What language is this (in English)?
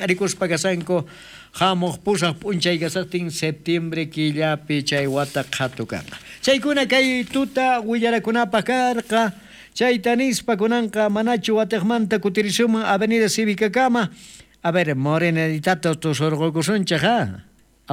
South Bolivian Quechua